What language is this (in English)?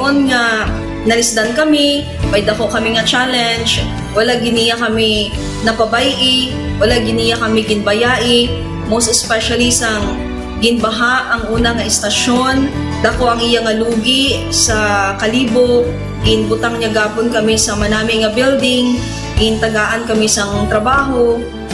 Hiligaynon